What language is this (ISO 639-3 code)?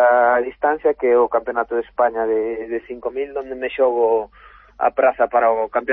glg